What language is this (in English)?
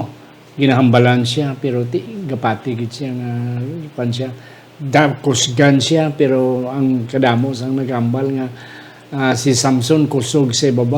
Hiligaynon